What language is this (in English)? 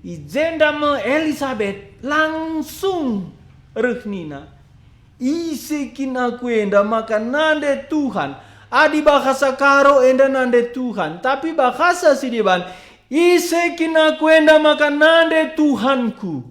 Batak Karo